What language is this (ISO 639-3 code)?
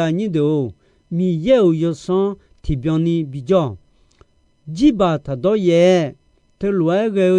ahk